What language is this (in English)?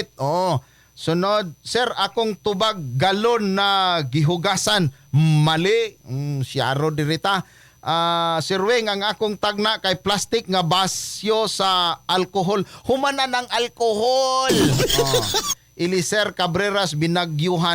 Cebuano